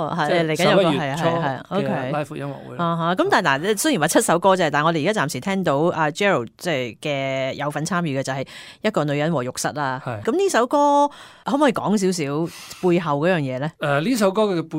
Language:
Cantonese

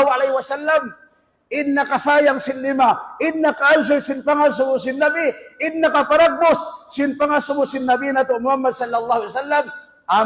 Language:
Tausug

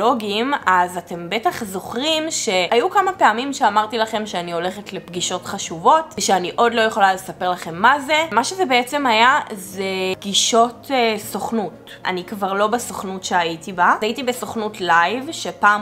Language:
Hebrew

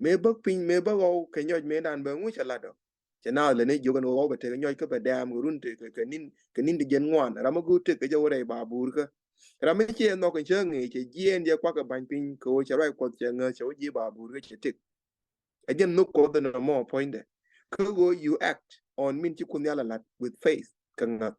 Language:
Nuer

